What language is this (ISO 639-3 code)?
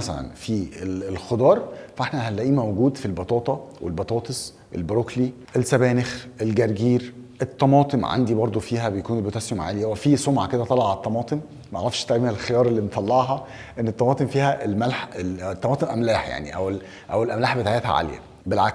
arz